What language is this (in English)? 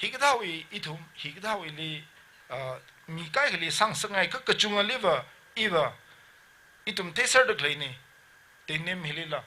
Tangkhul Naga (India)